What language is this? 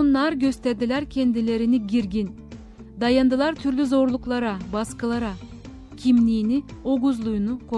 Gagauz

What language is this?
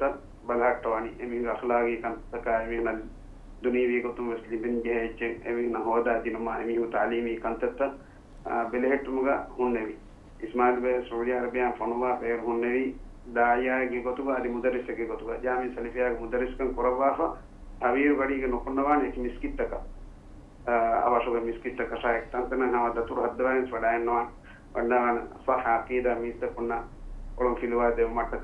Divehi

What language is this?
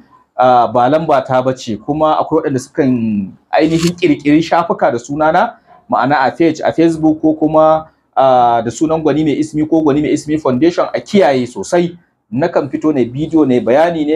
Hausa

